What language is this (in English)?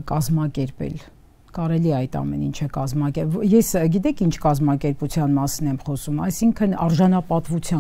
Armenian